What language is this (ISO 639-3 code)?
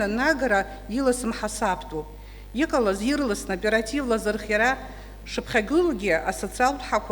abk